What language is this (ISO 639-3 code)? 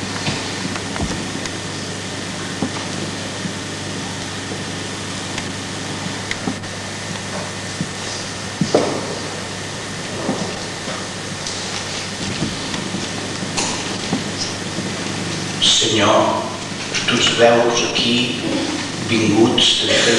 cat